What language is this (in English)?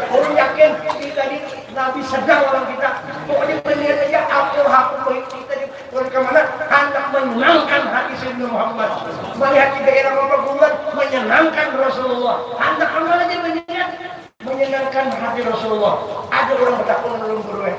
Banjar